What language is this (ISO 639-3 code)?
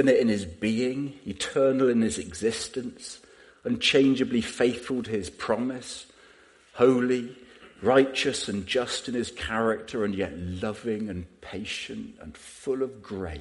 eng